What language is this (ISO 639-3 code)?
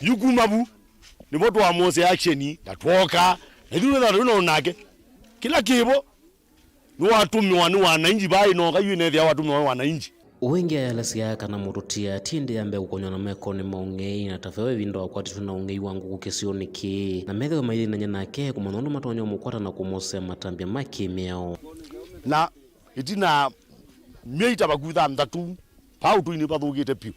kam